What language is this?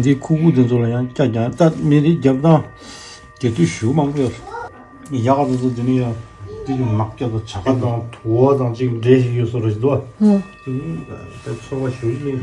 Tibetan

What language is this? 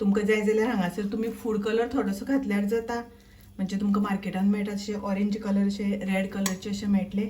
Konkani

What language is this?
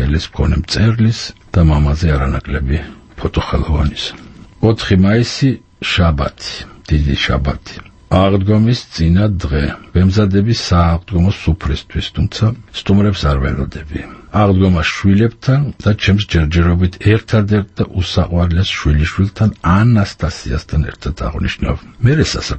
Georgian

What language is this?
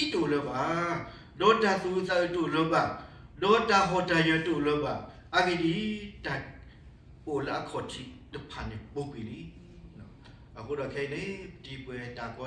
S'gaw Karen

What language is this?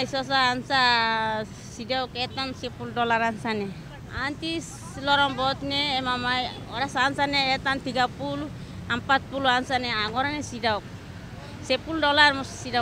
Tetum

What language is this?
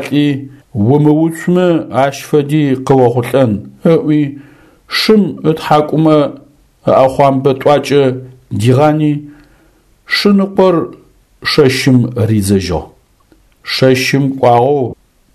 Adyghe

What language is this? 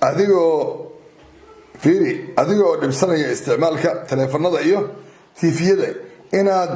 Somali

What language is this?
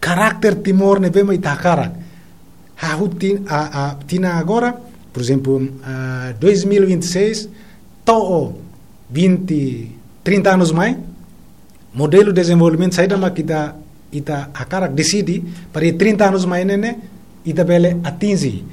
Tetum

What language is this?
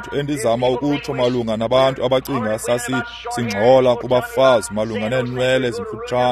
Xhosa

